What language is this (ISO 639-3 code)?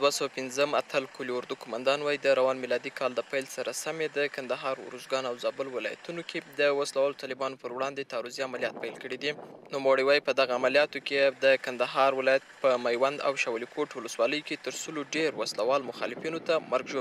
pus